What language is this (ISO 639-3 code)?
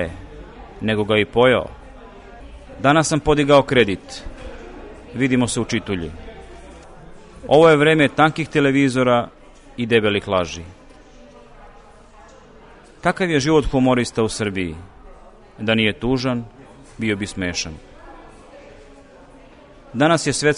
srp